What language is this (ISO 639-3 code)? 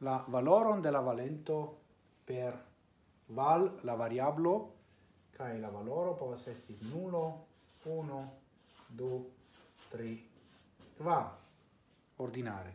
epo